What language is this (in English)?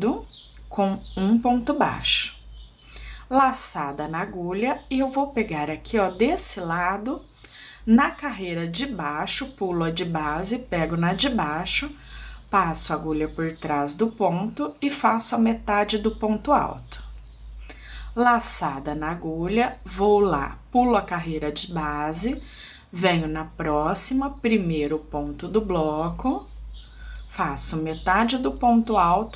Portuguese